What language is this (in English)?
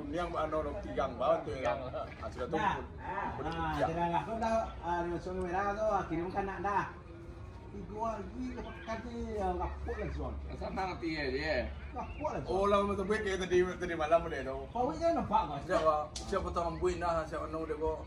Minangkabau